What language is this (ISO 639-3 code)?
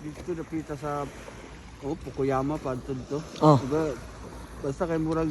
ceb